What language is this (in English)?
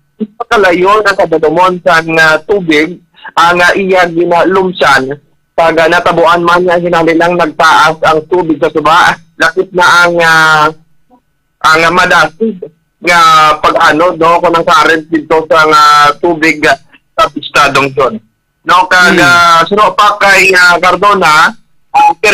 Hiligaynon